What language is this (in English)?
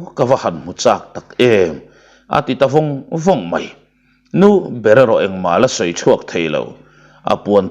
Mizo